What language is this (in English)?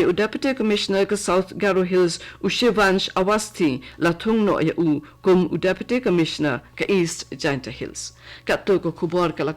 Khasi